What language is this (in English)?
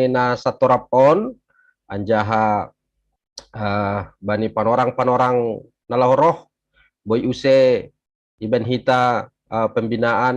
Batak Simalungun